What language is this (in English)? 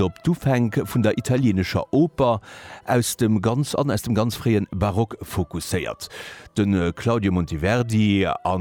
Luxembourgish